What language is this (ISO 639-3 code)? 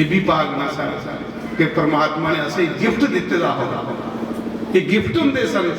doi